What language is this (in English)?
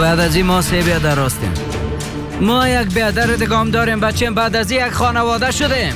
Persian